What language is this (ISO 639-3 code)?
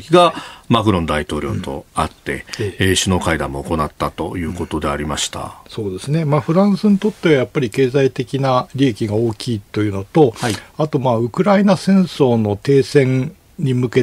jpn